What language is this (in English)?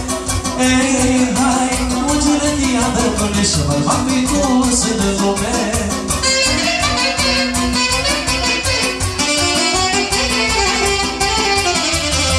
Romanian